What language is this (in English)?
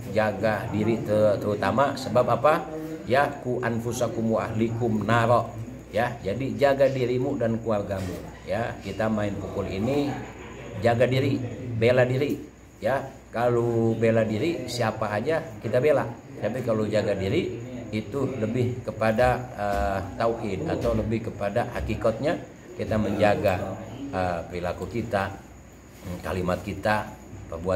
Betawi